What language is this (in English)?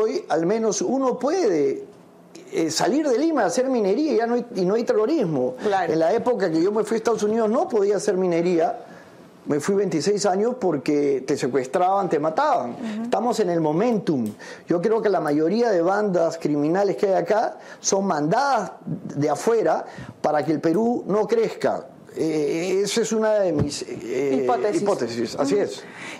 Spanish